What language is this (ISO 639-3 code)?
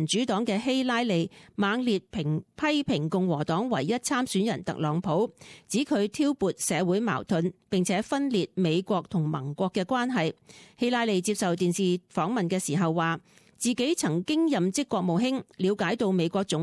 yue